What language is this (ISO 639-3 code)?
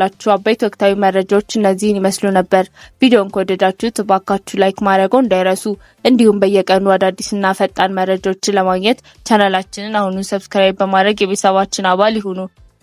amh